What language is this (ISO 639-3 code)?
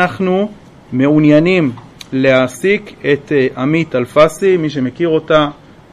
heb